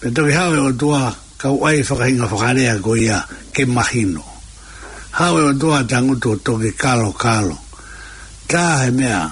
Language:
Tongan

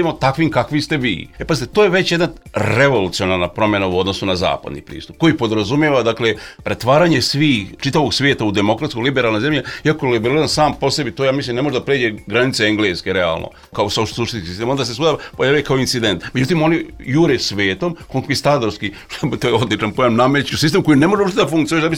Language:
Serbian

